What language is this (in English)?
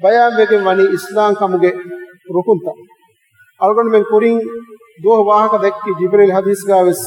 Divehi